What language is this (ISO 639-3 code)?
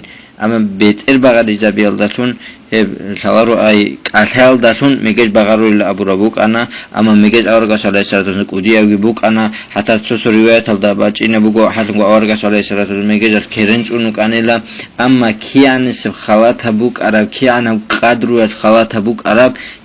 ava